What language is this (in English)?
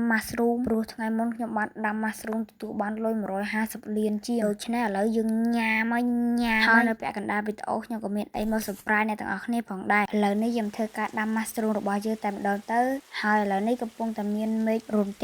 Khmer